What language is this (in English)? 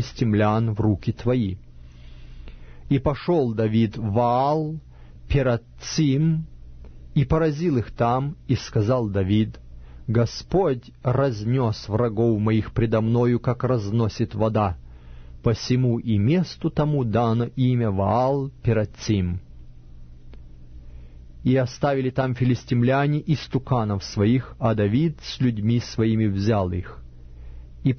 Russian